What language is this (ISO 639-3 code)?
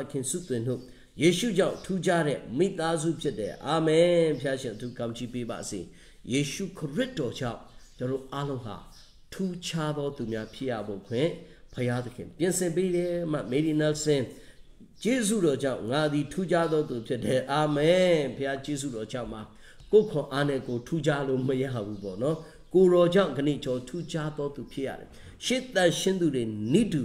mya